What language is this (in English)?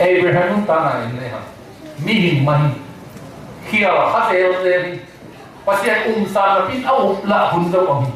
Tedim Chin